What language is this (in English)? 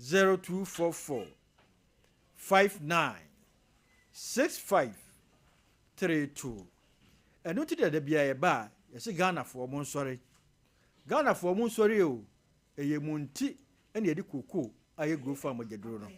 Akan